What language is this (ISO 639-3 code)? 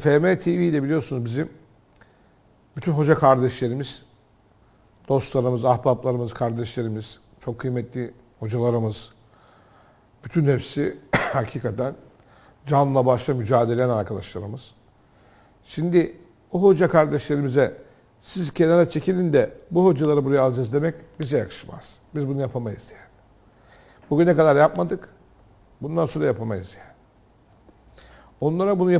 tur